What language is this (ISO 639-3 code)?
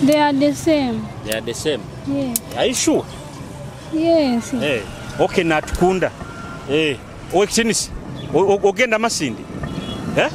nyo